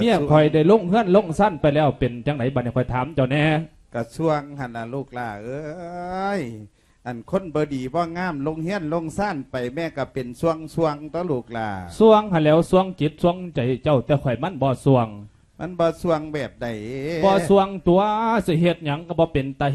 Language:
Lao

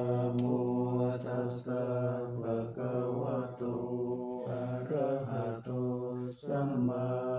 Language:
Pali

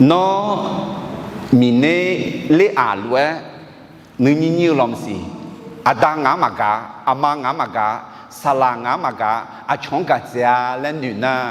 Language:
Akha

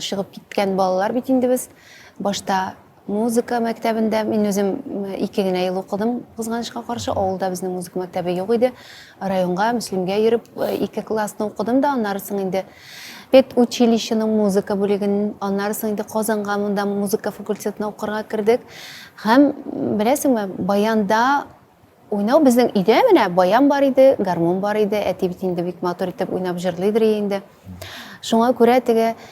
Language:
Tatar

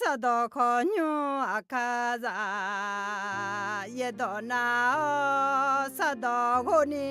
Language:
Akha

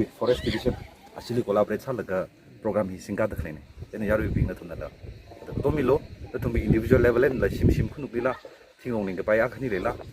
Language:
Tangkhul Naga (India)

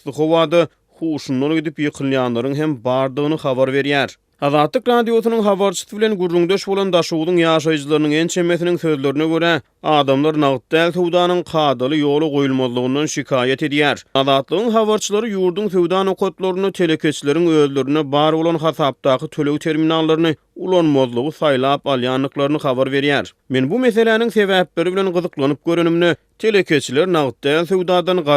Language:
Turkmen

